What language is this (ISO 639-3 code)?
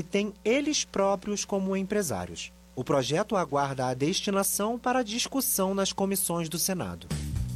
por